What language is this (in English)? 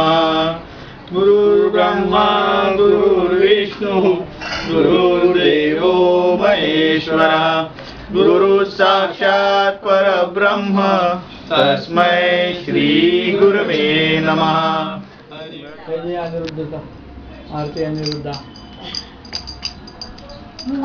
Marathi